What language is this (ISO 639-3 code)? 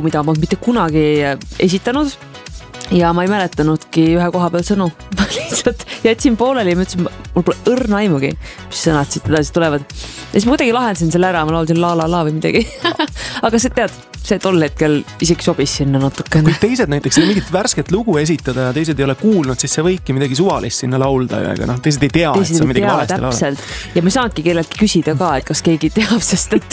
est